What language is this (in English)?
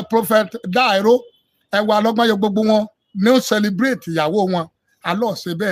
Yoruba